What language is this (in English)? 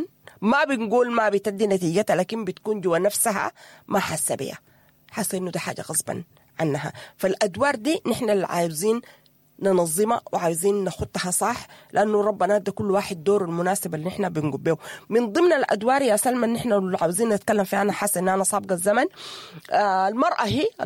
Sudanese Arabic